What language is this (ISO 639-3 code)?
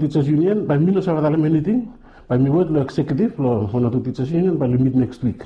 bis